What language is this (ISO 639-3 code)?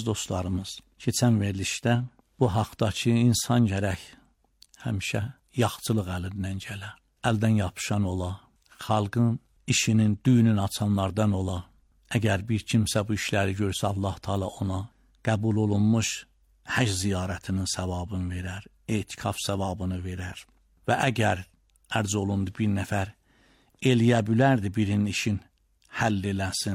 aze